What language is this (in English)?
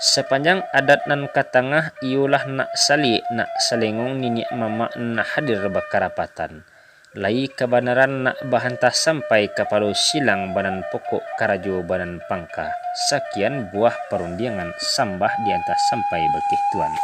Minangkabau